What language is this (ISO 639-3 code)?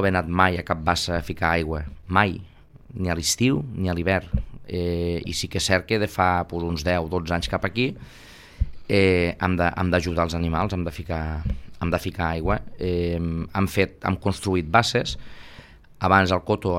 cat